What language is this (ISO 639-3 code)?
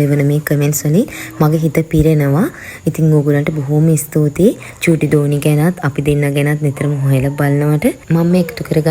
sin